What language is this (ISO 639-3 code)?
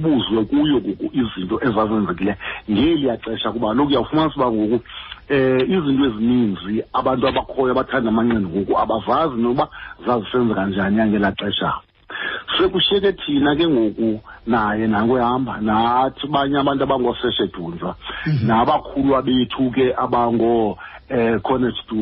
xho